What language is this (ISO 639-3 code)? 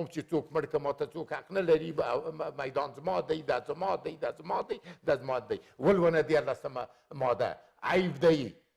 pus